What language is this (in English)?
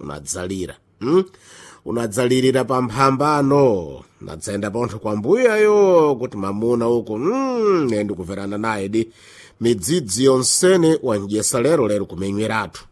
Sena